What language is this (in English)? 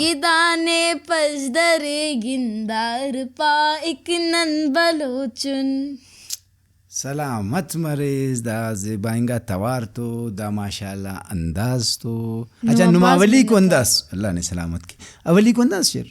Brahui